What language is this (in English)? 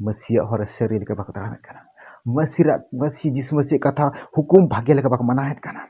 Santali